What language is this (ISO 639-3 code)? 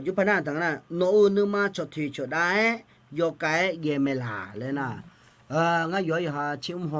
ahk